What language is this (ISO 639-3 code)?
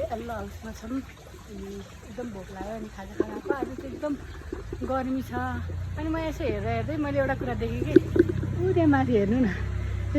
nep